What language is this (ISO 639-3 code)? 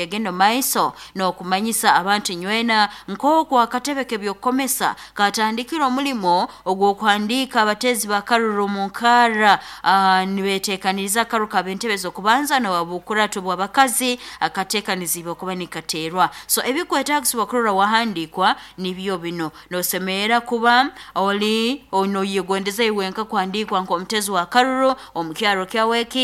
nyn